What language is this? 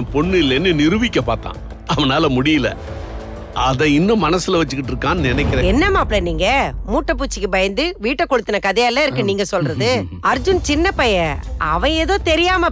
Tamil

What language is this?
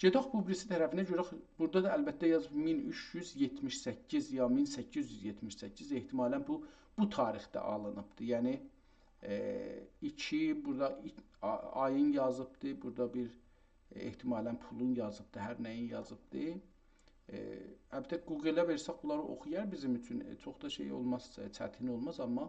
South Azerbaijani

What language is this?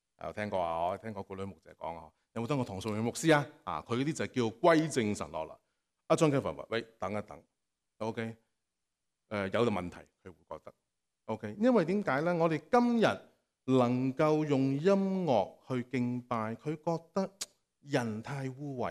Cantonese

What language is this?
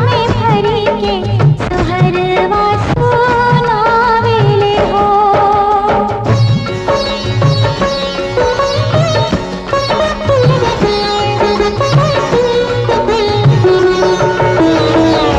Bhojpuri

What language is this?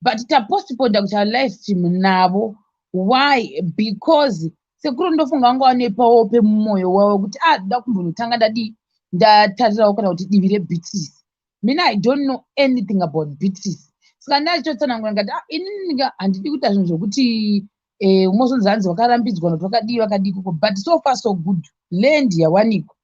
Shona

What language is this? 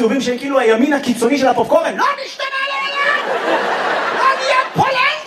Hebrew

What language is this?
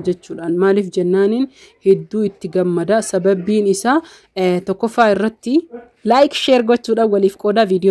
Oromo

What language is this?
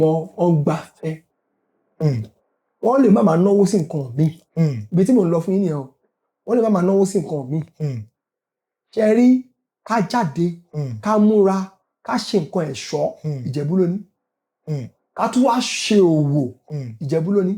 Yoruba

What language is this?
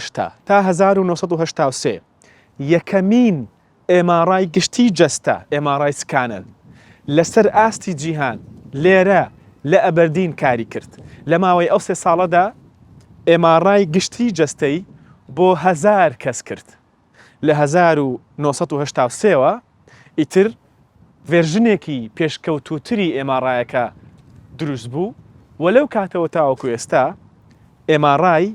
Central Kurdish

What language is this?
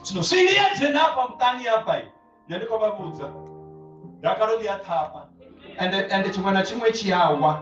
Venda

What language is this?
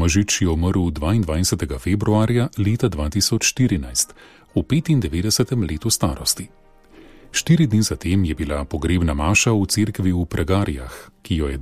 Slovenian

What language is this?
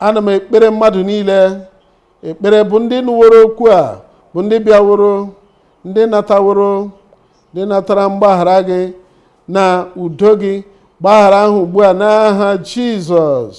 Igbo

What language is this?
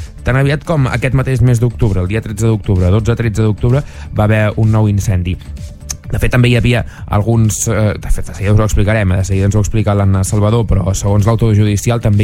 Catalan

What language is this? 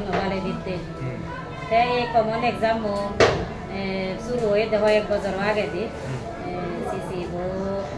Chakma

